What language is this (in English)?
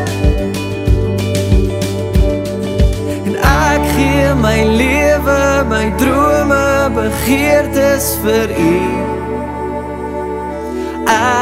Afrikaans